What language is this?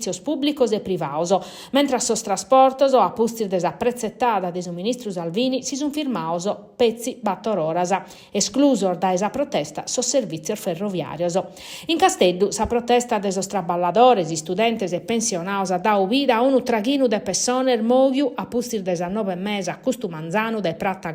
Sardinian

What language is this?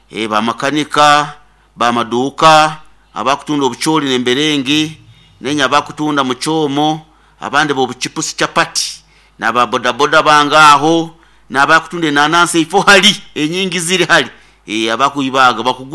Nyoro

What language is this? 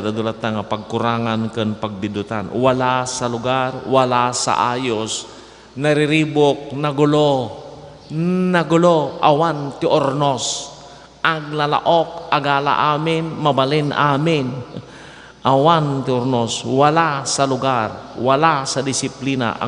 Iloko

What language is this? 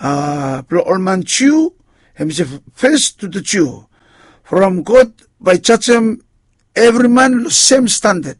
Bislama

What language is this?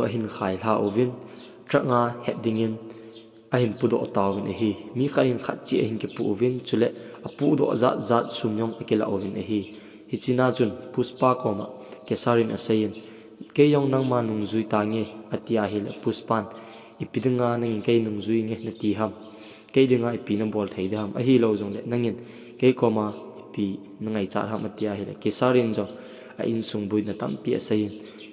Thado Chin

